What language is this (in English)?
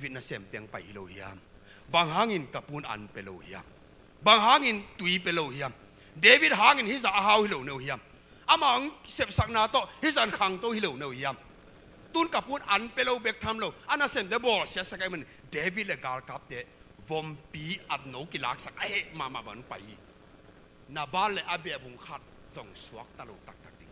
Tedim Chin